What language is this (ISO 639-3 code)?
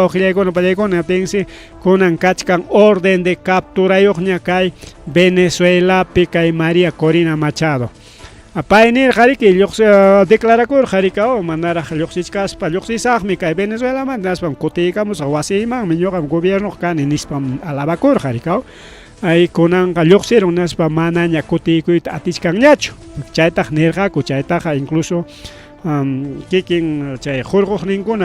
quy